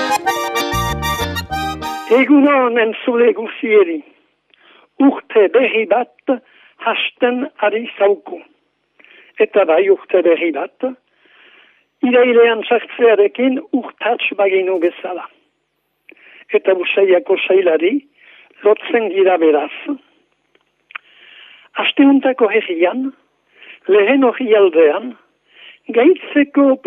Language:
Basque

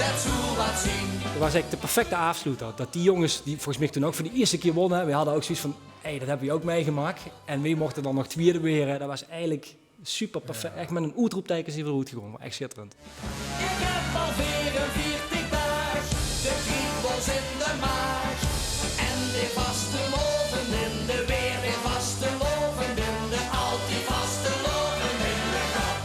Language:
Limburgish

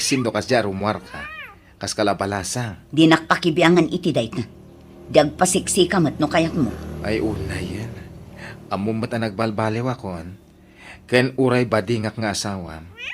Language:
Iloko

